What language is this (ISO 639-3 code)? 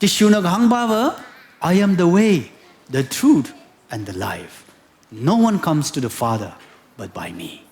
nmf